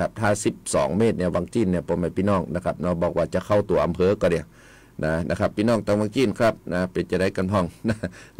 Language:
Thai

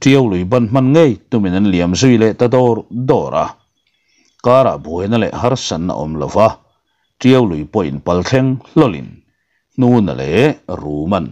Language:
Mizo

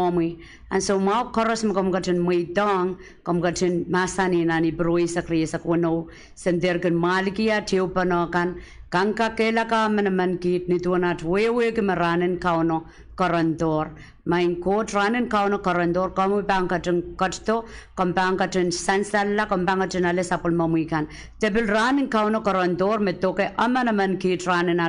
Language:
Pohnpeian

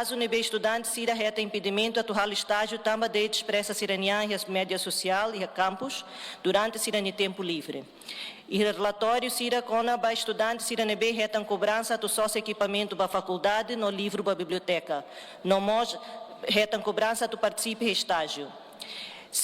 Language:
Tetum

